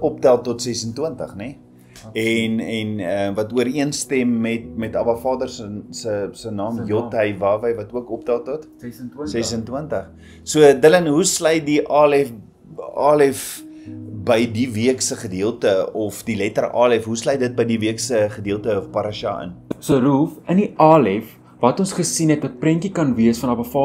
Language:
Afrikaans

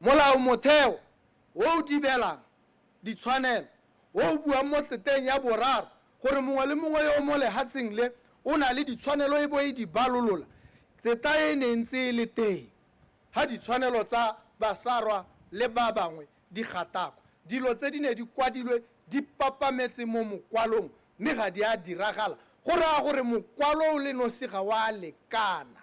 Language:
Tswana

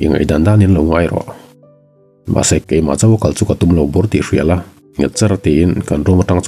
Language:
Mizo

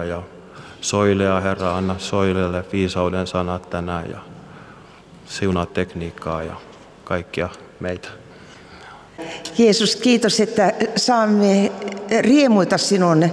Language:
Finnish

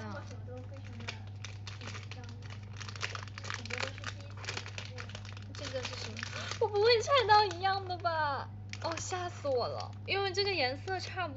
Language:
Chinese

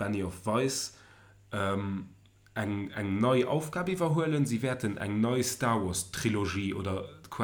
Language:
Luxembourgish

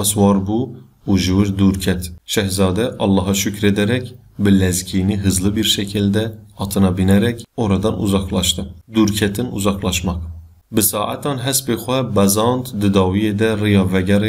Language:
Kurdish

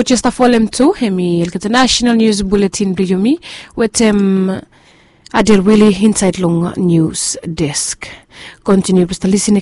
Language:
Bislama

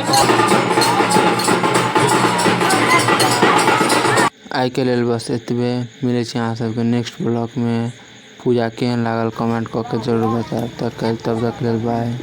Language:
Maithili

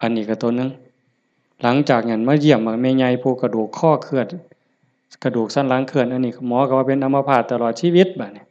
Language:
Northeastern Thai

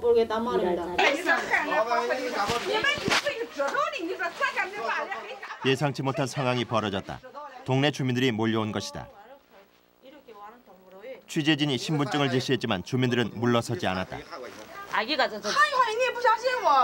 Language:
Korean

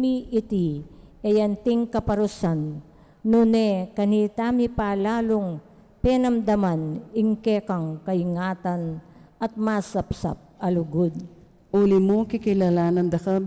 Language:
Pampanga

